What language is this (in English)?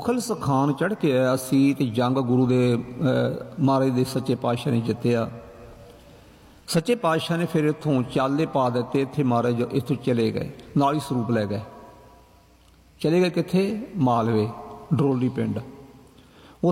Punjabi